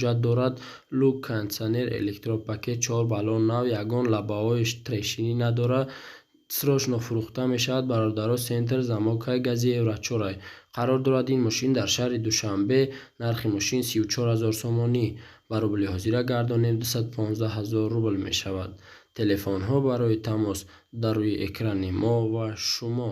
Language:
Tajik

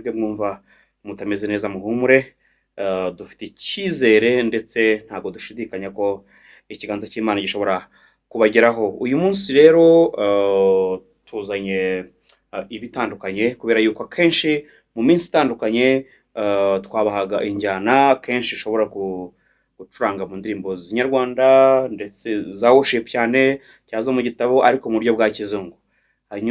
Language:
Kinyarwanda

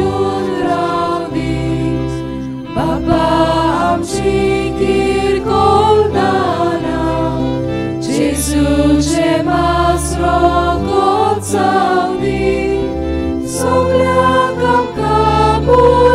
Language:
Konkani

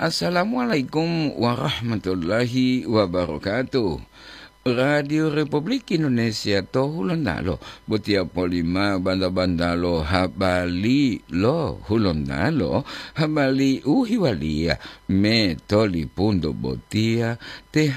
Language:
Gorontalo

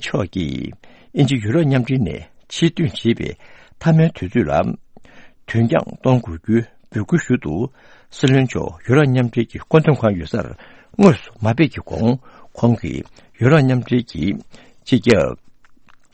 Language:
Tibetan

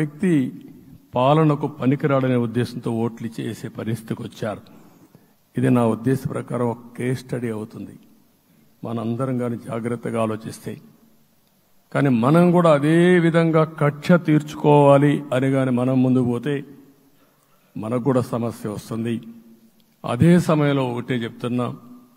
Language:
Telugu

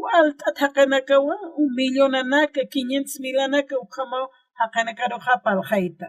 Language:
Aymara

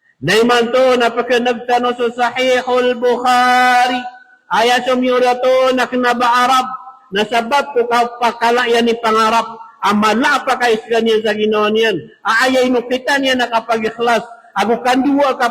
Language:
Maranao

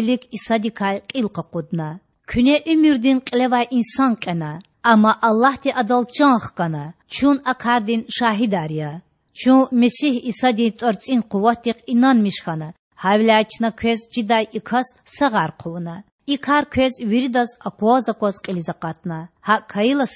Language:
Lezghian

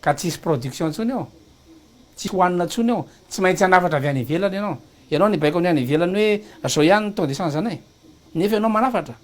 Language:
Malagasy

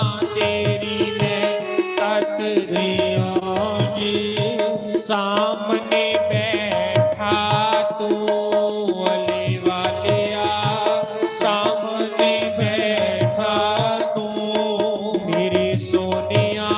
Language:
Dogri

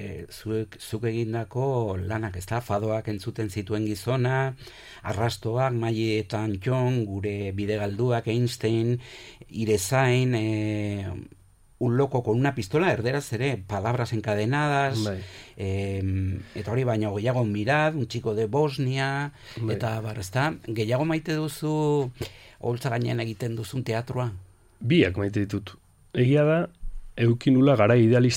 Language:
Basque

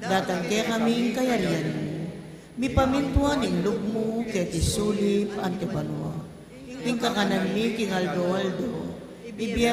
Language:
Pampanga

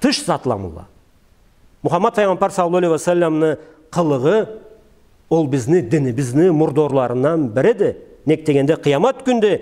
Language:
Karachay-Balkar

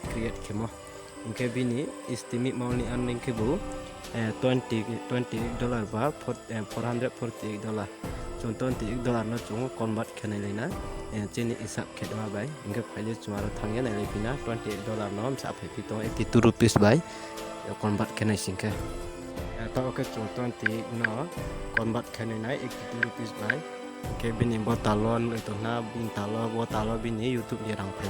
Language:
Riang (India)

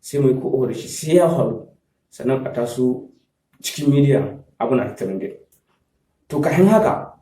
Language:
Hausa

